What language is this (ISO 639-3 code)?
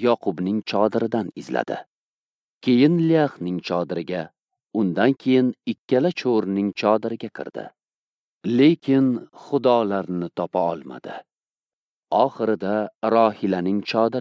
uzb